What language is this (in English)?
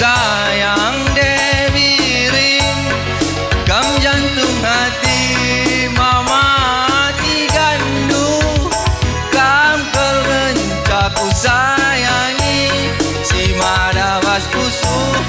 Batak Karo